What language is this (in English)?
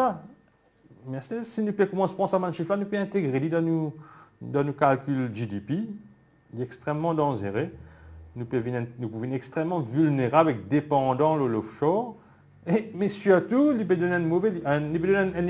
Morisyen